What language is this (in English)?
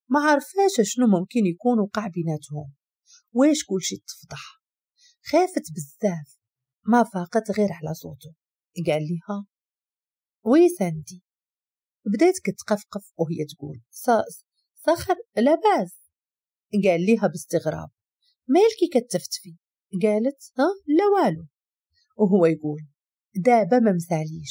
Moroccan Arabic